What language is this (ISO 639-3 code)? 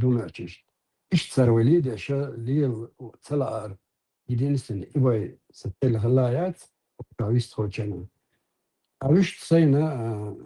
che